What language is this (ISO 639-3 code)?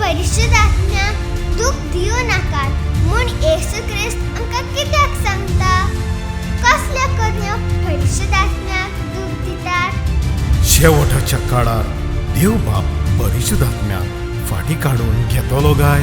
kok